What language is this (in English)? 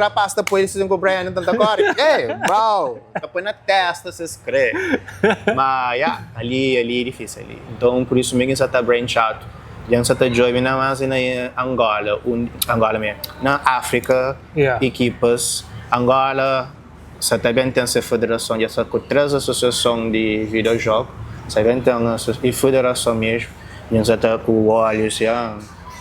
Kabuverdianu